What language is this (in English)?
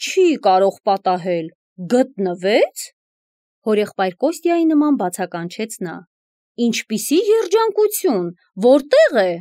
Armenian